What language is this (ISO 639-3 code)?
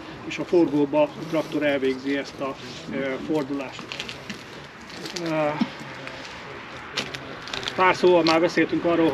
hun